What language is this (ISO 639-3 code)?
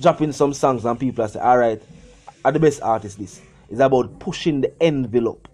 jam